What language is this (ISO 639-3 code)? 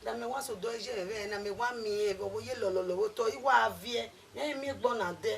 bin